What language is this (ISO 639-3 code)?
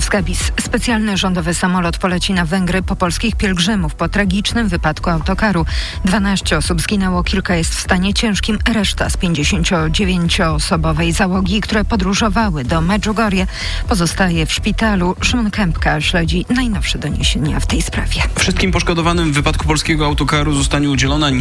pol